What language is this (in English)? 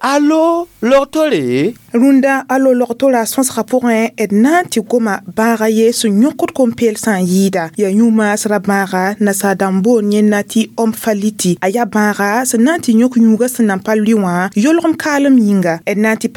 Mossi